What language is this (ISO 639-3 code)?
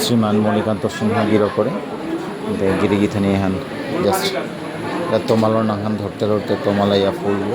bpy